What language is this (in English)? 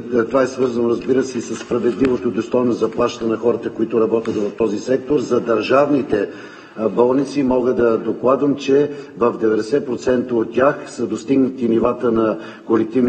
Bulgarian